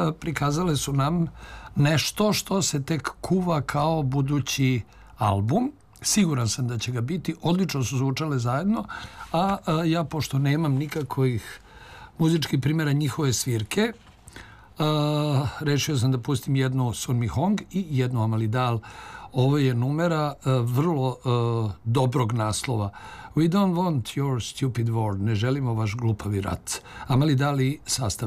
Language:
Serbian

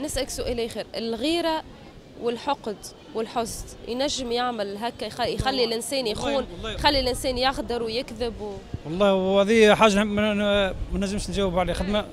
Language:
Tunisian Arabic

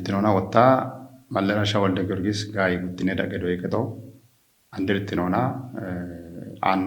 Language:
Kafa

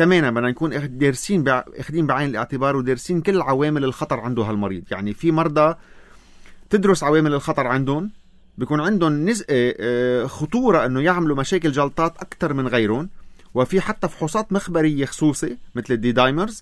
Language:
North Levantine Arabic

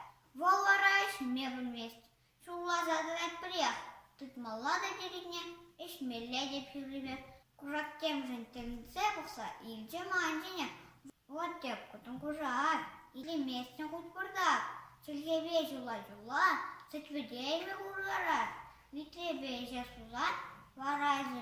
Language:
Chuvash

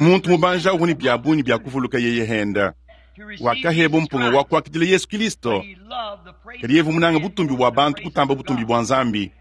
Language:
Luba-Lulua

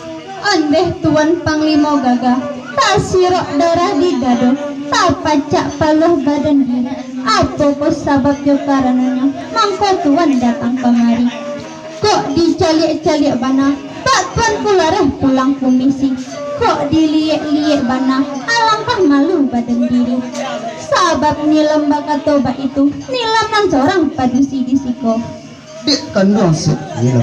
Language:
Minangkabau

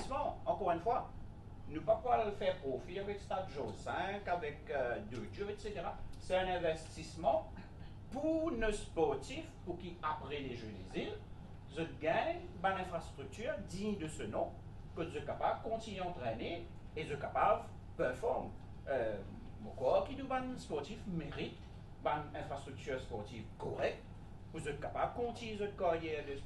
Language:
Morisyen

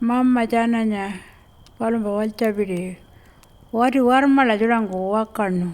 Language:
Pitjantjatjara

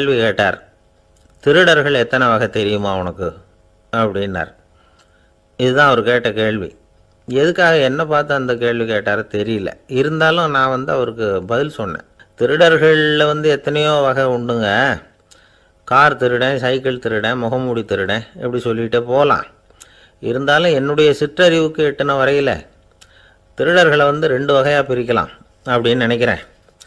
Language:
Tamil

